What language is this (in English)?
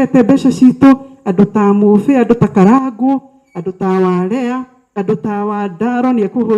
Kikuyu